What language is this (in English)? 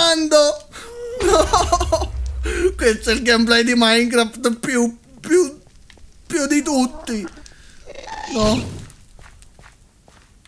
Italian